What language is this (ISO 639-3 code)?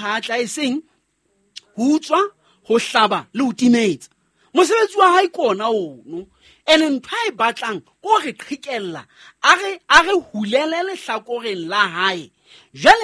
sot